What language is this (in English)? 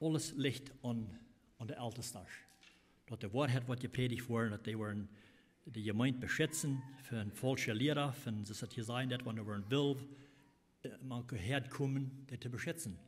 Plautdietsch